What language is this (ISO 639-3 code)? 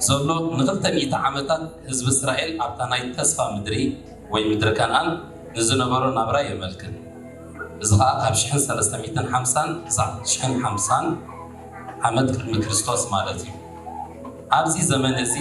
tir